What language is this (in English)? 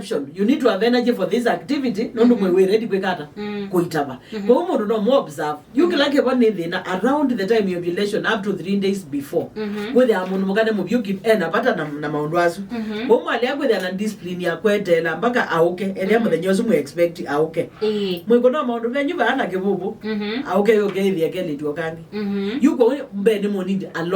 Kamba